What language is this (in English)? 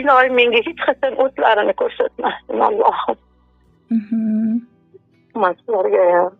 Uzbek